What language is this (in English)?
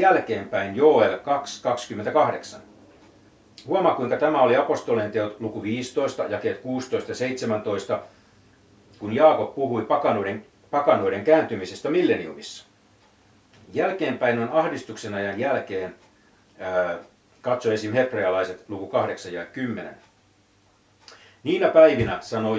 Finnish